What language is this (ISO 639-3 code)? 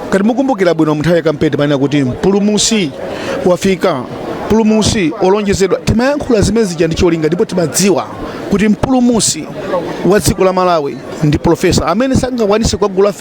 nya